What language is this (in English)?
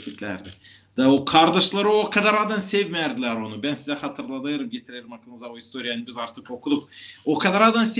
Gagauz